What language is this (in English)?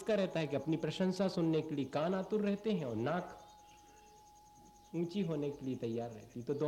Hindi